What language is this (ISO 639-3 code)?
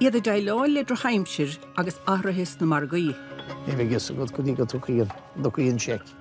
gle